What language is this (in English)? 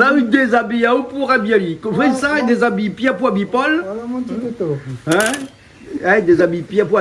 Réunion Creole French